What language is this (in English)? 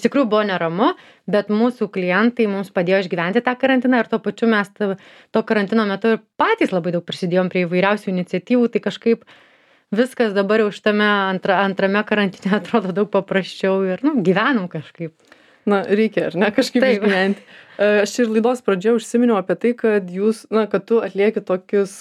Lithuanian